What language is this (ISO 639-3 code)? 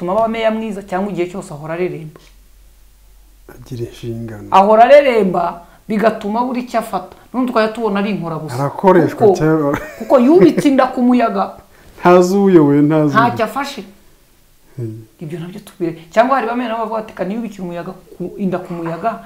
kin